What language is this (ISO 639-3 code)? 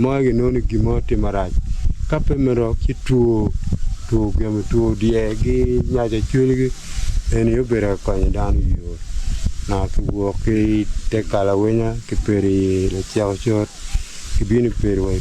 ach